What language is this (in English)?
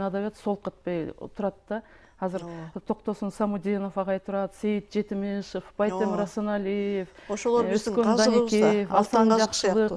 Kyrgyz